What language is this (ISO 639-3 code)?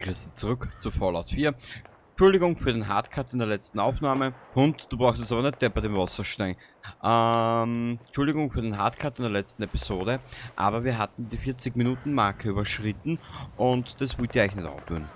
bar